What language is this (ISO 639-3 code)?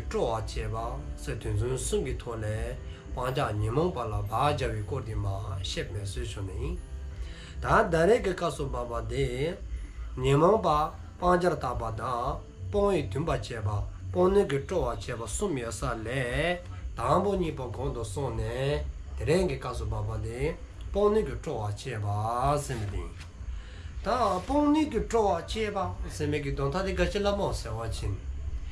dzo